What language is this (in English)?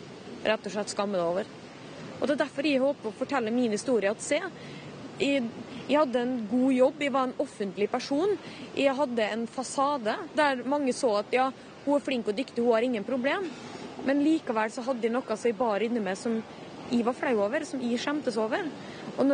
Norwegian